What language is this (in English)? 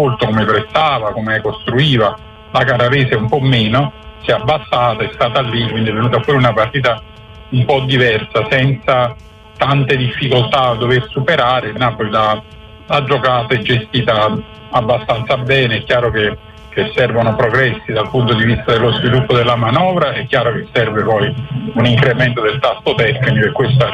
Italian